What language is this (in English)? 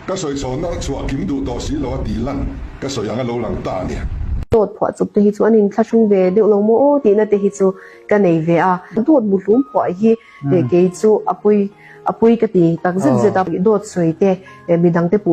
Mizo